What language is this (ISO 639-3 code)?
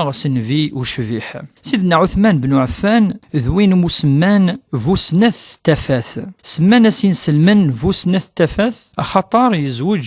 kab